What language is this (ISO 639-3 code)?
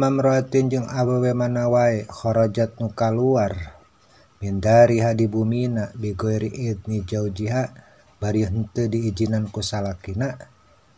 sun